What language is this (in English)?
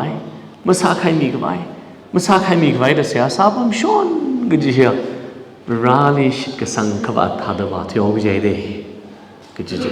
Tangkhul Naga (India)